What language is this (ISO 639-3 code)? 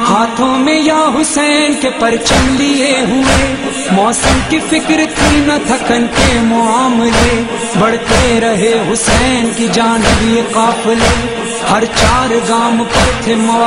urd